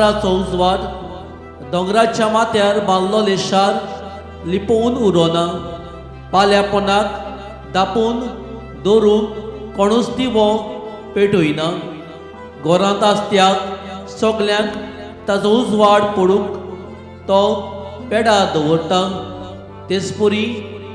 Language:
Konkani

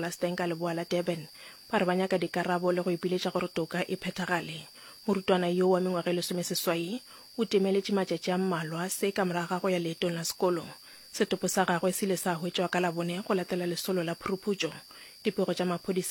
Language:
Northern Sotho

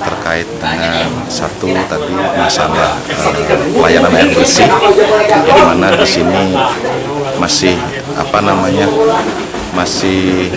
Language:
Banjar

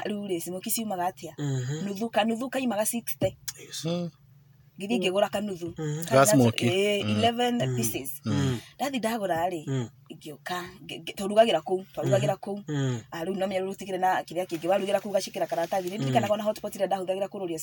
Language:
Kikuyu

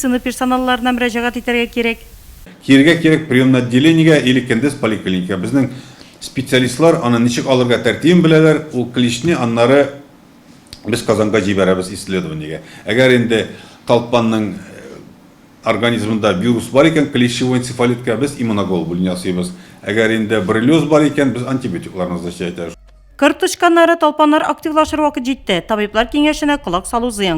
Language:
Tatar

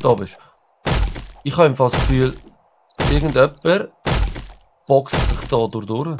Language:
Swiss German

